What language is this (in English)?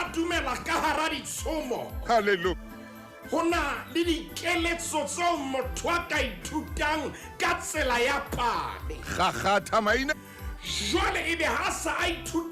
Southern Sotho